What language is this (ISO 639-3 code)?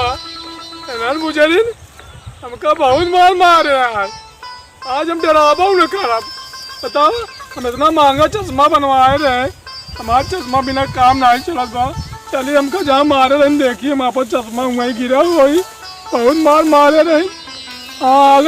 awa